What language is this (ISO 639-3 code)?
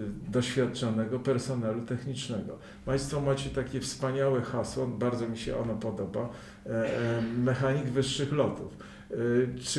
pol